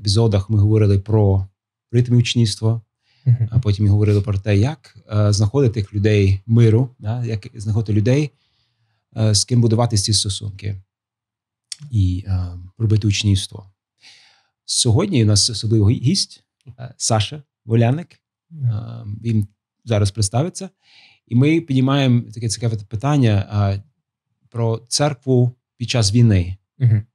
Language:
Ukrainian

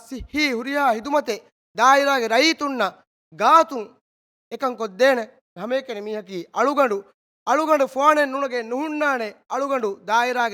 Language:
Divehi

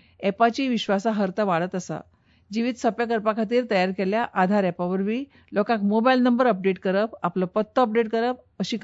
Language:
Konkani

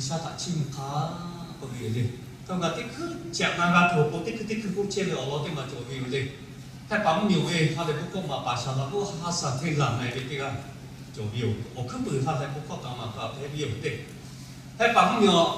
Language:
Lahu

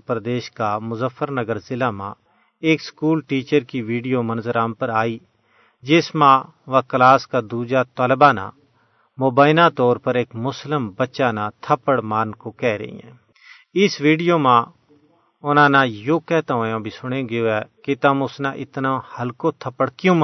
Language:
Gujari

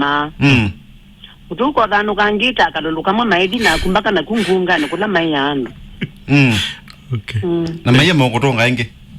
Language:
Kamba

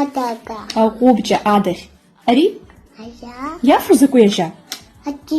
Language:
Abkhazian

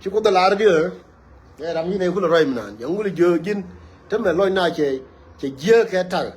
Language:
Nuer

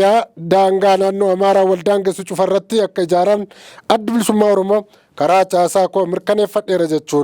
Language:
Oromo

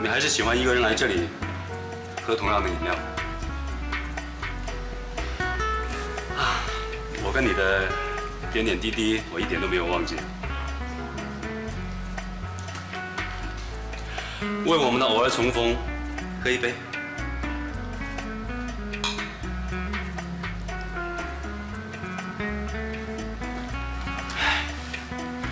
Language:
Chinese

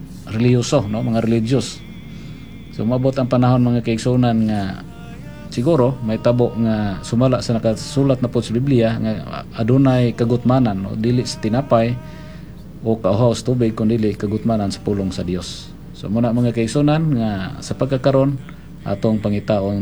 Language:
Cebuano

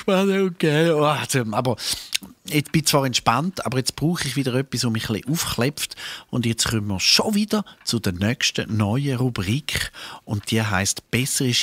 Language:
Swiss German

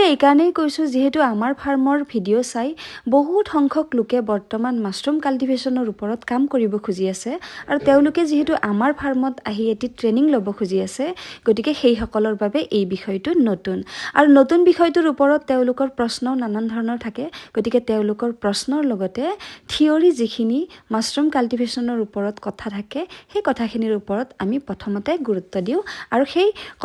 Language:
Assamese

